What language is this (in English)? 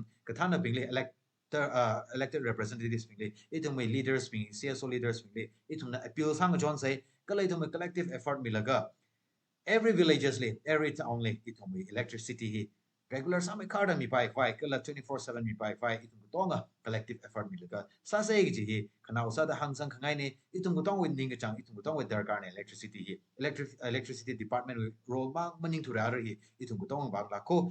Tangkhul Naga (India)